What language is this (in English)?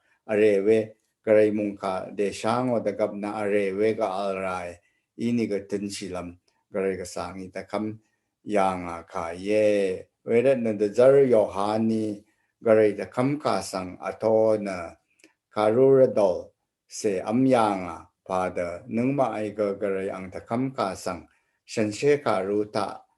Rawang